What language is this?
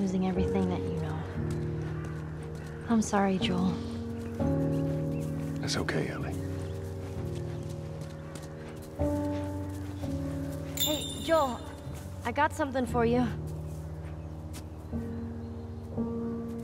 English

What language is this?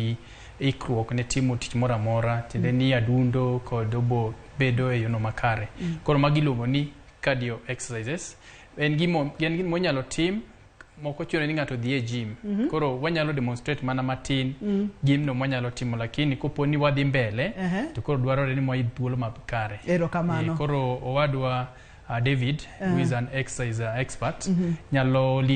Luo (Kenya and Tanzania)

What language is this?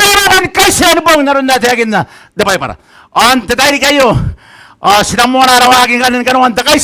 Gilbertese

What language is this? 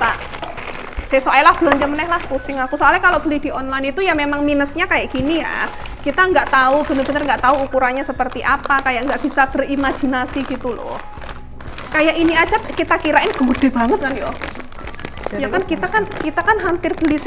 Indonesian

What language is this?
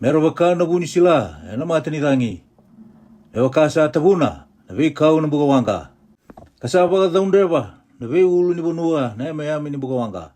Fijian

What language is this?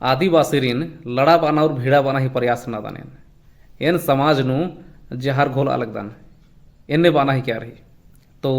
Kurukh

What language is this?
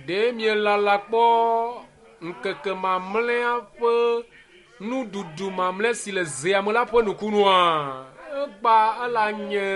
Ewe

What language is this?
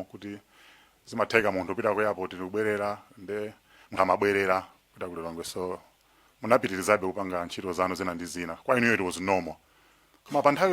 Nyanja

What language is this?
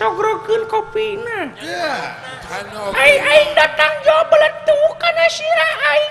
Sundanese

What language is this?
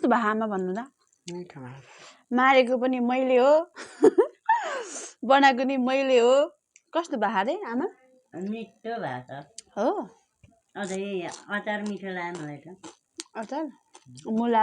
Nepali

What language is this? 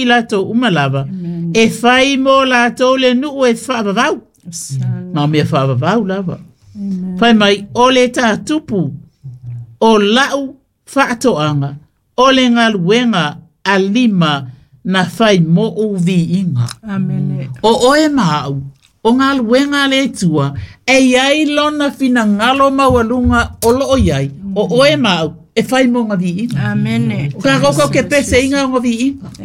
Samoan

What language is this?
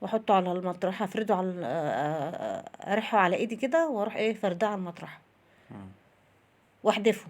Egyptian Arabic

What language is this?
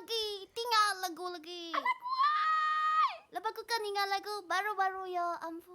Iban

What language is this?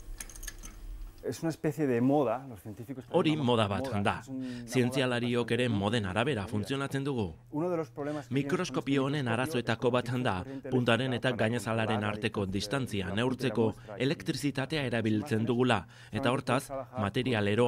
Basque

